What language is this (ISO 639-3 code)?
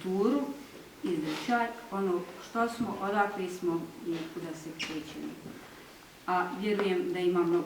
bos